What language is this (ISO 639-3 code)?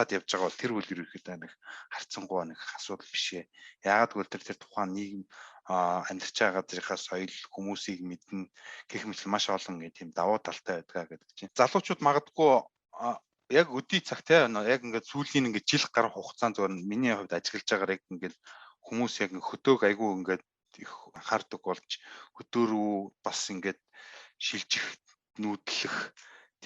mon